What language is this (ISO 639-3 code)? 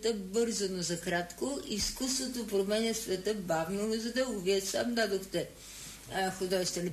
bul